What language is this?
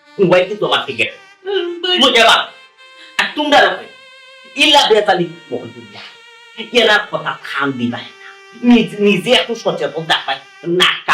Sylheti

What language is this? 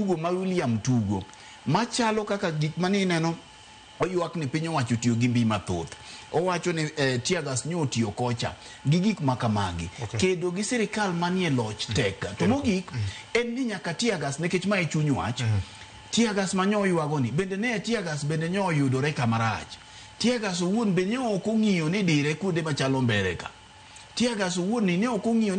Luo (Kenya and Tanzania)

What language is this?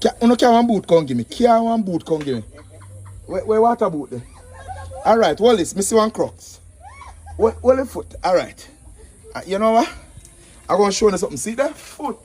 Jamaican Creole English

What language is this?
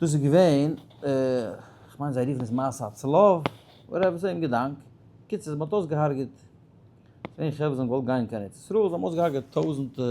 Yiddish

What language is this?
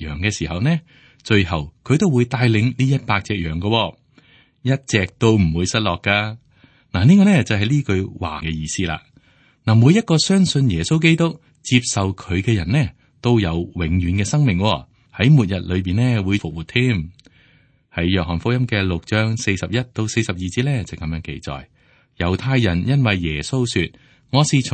Cantonese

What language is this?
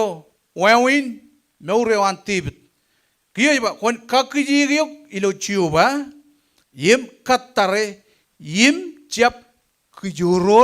Marshallese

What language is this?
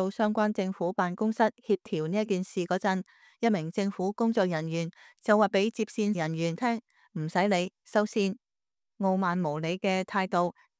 Cantonese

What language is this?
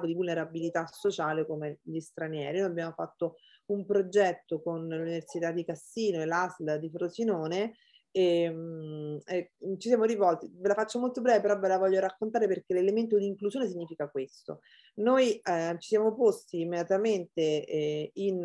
Italian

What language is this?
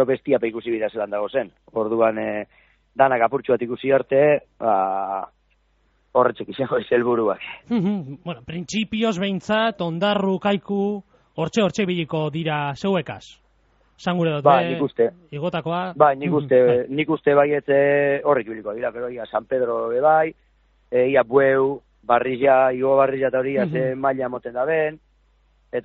Basque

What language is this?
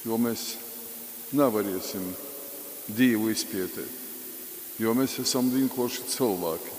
Latgalian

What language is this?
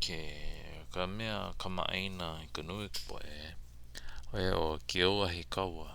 Hawaiian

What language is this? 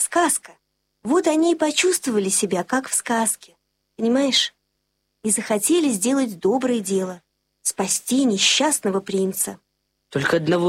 Russian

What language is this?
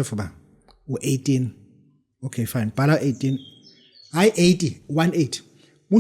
Zulu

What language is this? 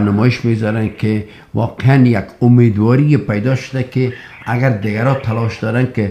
Persian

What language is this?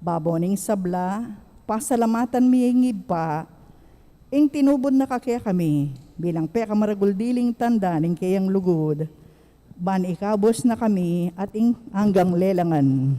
Pampanga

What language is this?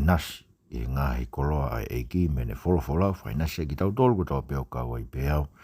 Tongan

